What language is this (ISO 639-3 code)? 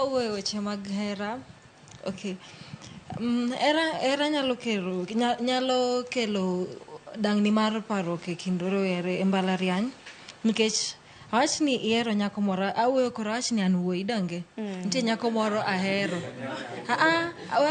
luo